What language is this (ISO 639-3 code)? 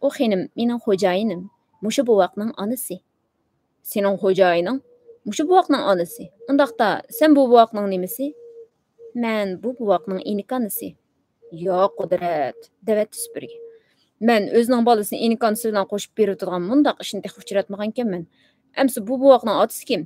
uig